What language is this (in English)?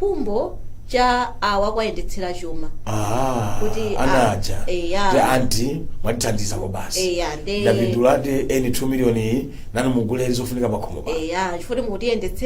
Nyanja